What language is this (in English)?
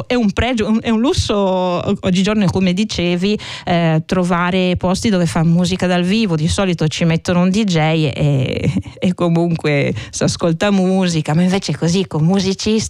Italian